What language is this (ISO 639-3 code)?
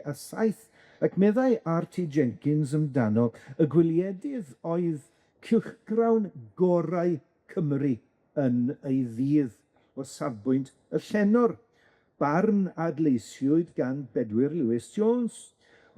cym